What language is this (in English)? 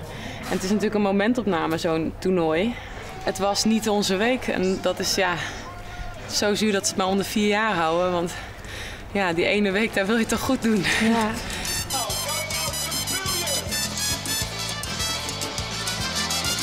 Dutch